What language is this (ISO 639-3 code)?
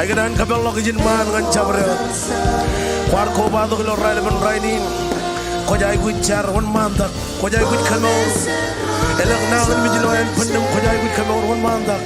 mah